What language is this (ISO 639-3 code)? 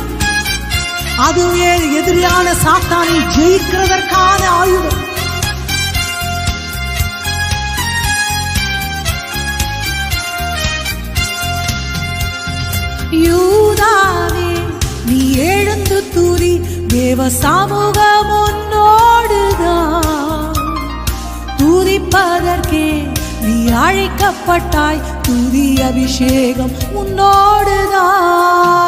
tam